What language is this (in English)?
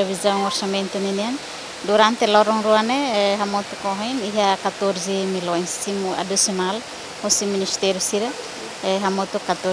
Tetum